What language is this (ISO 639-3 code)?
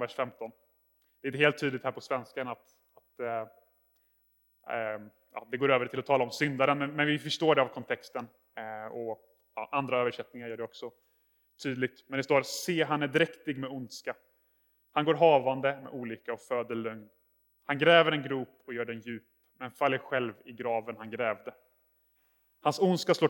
swe